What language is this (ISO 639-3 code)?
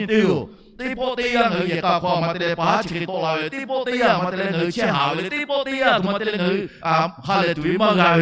lhu